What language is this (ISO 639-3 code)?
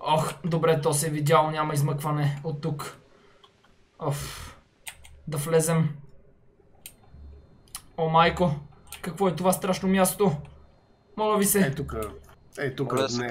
bul